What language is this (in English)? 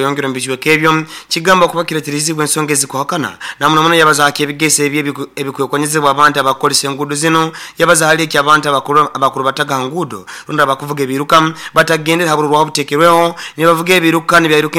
Nyankole